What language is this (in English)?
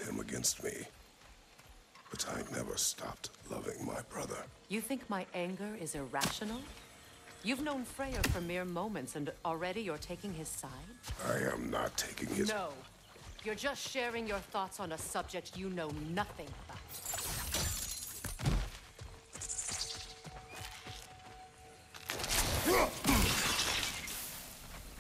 English